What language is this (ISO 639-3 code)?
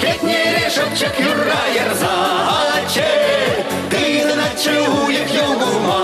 chv